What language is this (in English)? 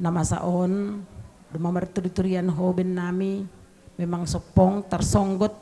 Batak Simalungun